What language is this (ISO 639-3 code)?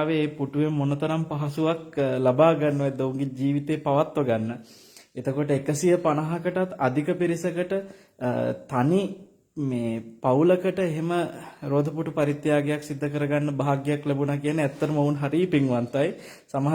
sin